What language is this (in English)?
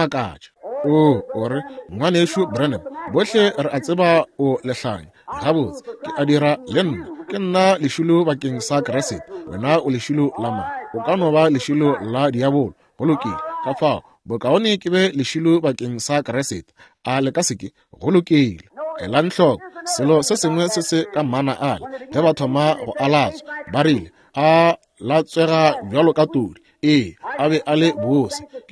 Northern Sotho